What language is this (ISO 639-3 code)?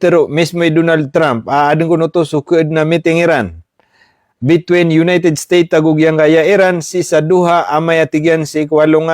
mrw